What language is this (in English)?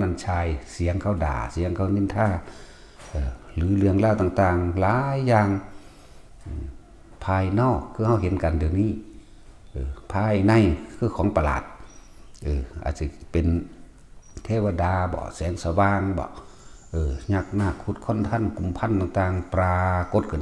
Northeastern Thai